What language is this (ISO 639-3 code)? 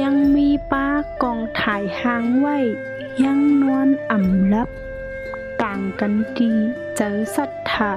shn